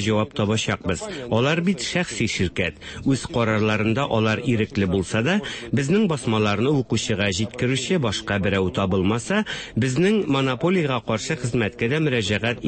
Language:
Tatar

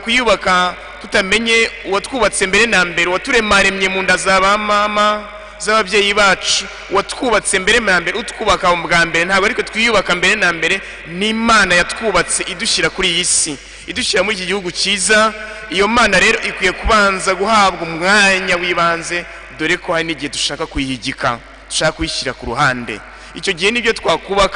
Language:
Kinyarwanda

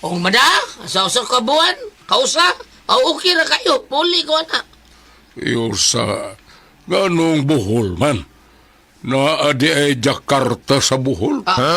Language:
Cebuano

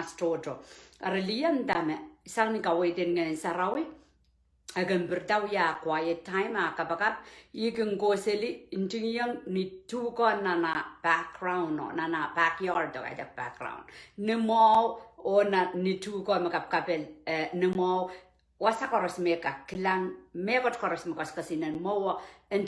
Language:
Pohnpeian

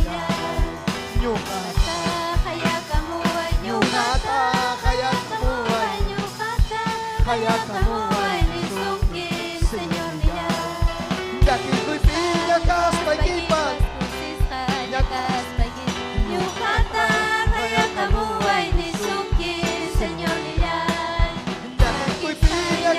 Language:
Ayacucho Quechua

